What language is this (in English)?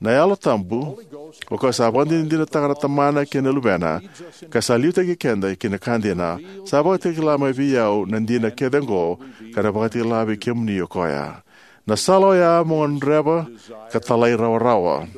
Fijian